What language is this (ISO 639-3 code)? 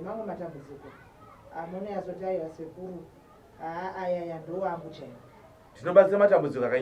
sna